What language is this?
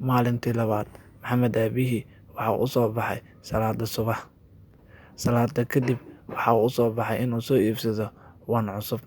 Somali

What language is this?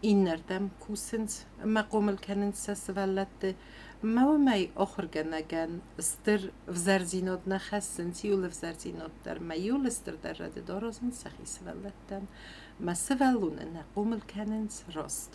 Ossetic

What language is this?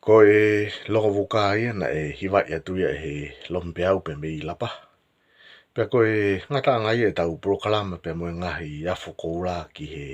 Tongan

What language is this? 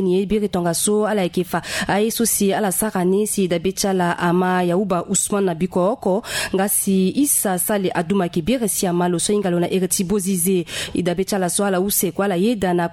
Sango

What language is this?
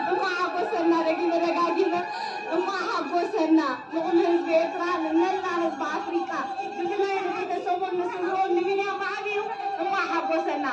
Tigrinya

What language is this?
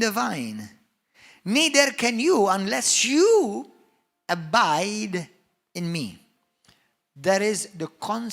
English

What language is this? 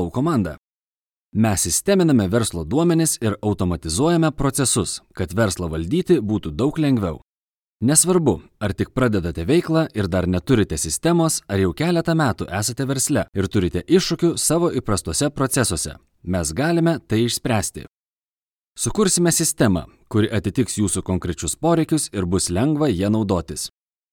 Lithuanian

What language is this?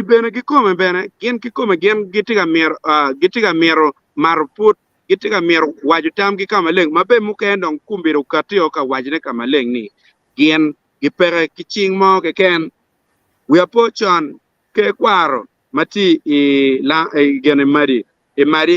Acoli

